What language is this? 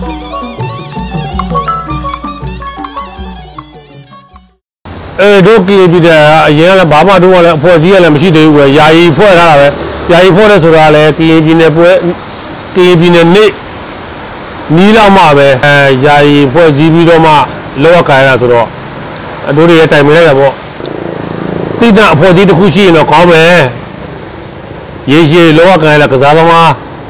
Burmese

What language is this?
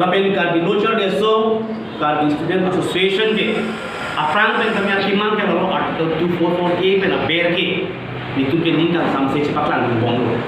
Karbi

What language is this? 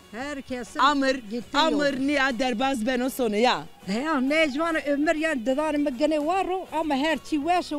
Zaza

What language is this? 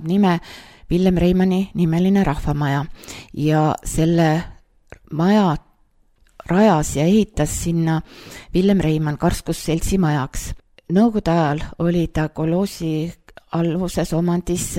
Estonian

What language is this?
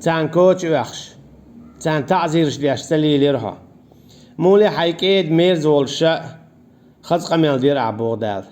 Chechen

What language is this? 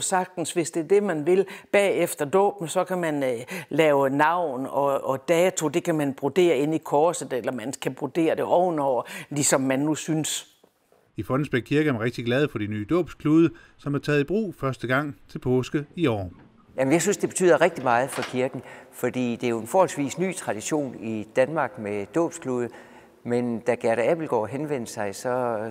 Danish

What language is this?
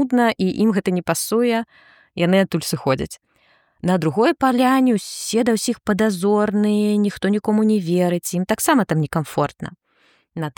Belarusian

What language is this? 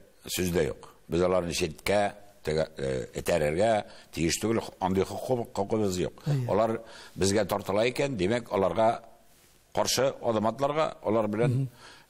Tatar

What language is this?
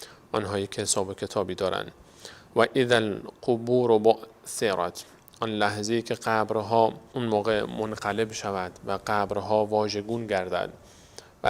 Persian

